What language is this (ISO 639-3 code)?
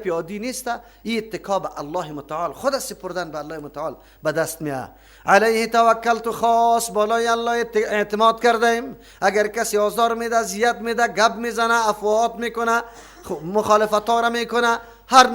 fas